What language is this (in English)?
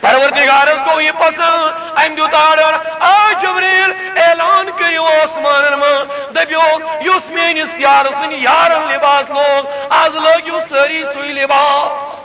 Kashmiri